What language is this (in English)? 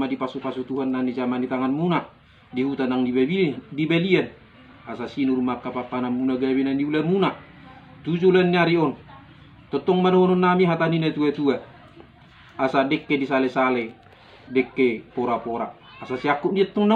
Batak Toba